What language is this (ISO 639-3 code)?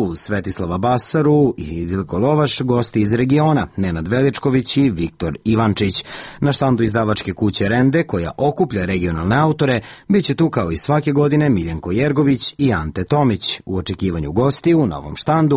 srp